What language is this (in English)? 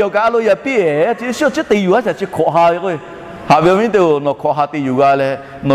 Lahu